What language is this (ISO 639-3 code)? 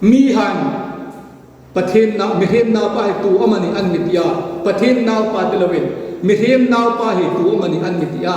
hmr